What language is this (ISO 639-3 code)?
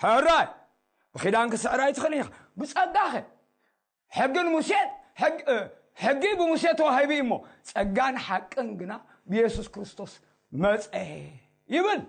tir